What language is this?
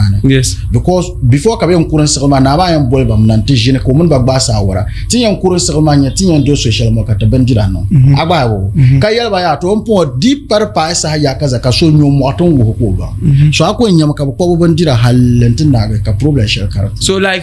Dagbani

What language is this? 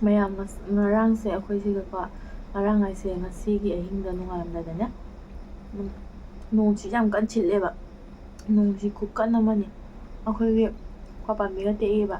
Manipuri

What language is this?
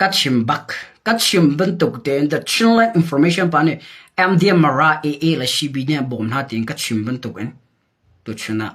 Hakha Chin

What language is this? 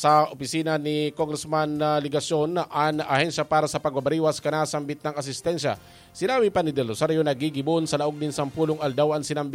Bikol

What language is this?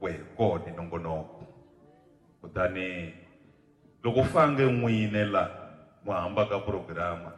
Tsonga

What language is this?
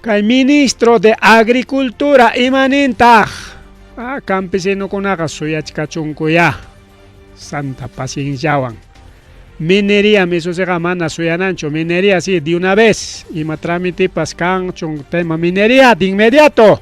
Ayacucho Quechua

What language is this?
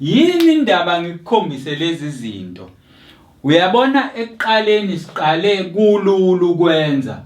Zulu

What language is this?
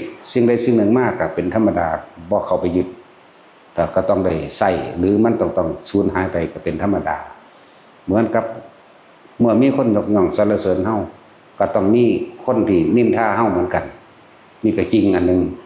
Northeastern Thai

